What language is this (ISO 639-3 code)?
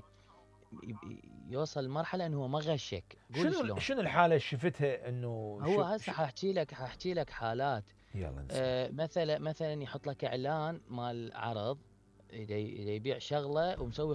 acm